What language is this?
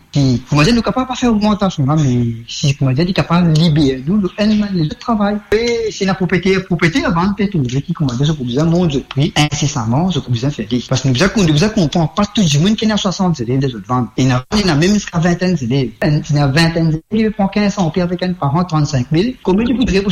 Morisyen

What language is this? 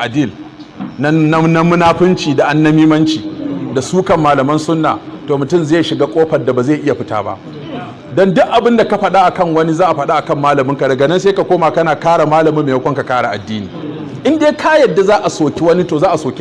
Hausa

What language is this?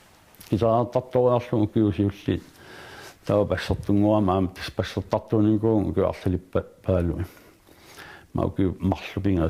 Kalaallisut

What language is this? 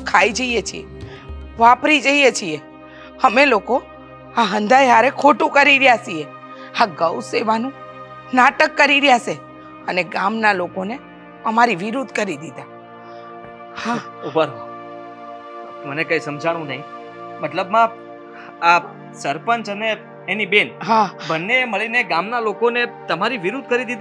Gujarati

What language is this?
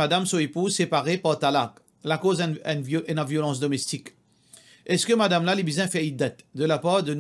Morisyen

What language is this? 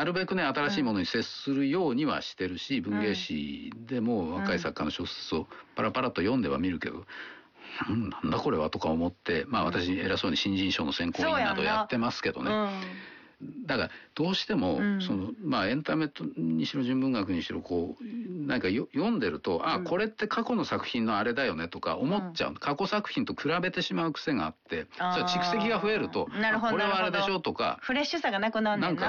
Japanese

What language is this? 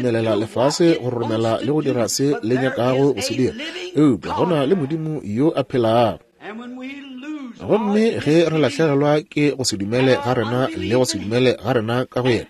Northern Sotho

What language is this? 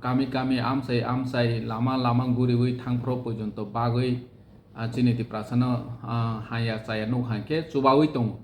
Kok Borok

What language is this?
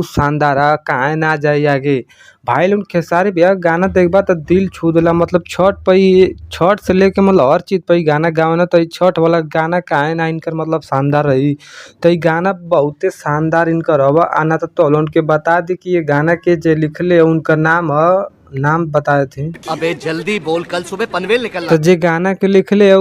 Bhojpuri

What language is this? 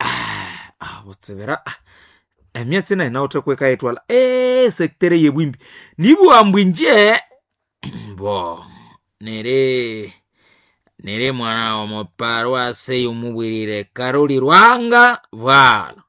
Nande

